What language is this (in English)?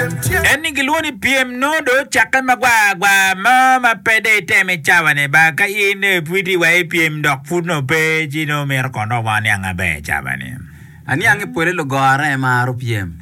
Acoli